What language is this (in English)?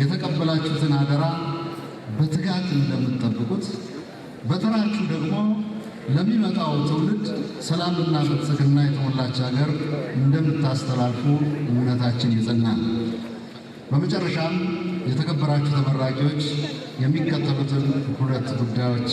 Amharic